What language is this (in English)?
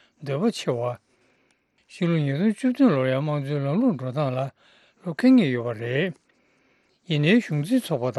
Tibetan